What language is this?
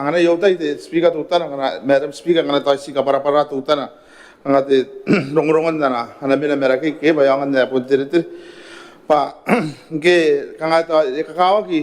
Gilbertese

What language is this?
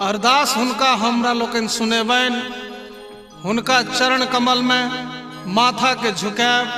Maithili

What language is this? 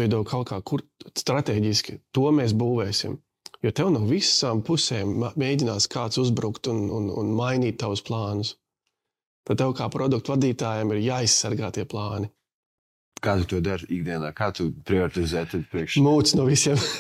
Latvian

